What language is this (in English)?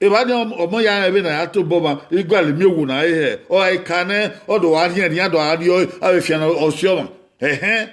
Bini